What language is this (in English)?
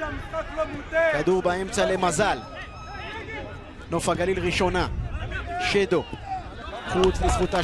Hebrew